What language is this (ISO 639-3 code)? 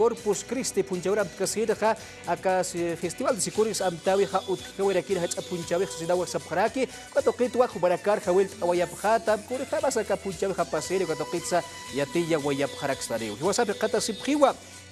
aym